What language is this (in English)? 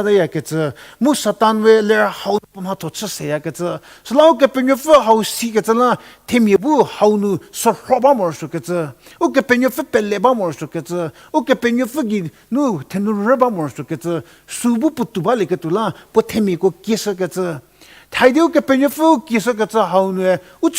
Angami Naga